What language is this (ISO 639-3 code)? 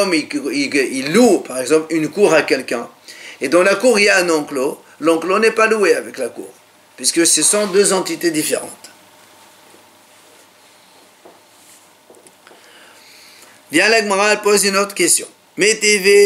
fra